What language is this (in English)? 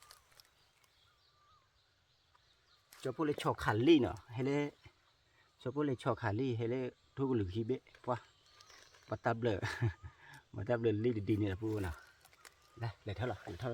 S'gaw Karen